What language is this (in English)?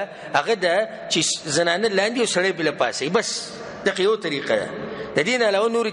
Pashto